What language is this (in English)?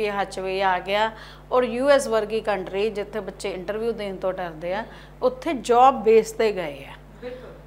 Punjabi